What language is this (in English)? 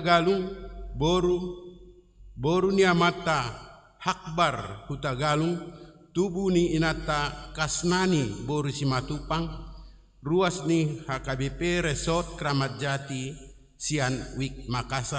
Batak Toba